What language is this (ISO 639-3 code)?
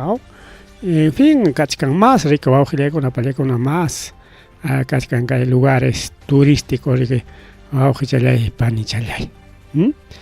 quy